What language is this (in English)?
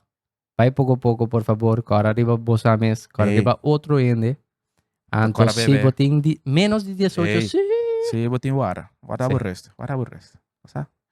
Papiamento